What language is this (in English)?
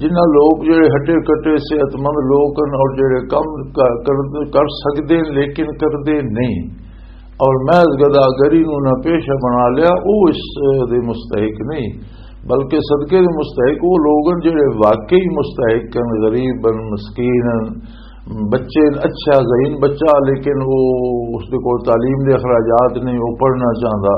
Western Panjabi